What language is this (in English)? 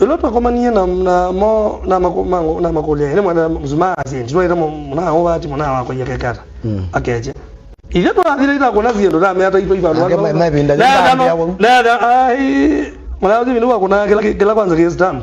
Kamba